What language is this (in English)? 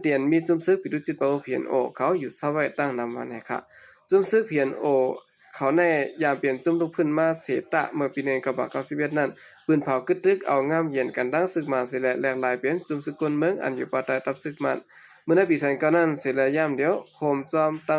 Shan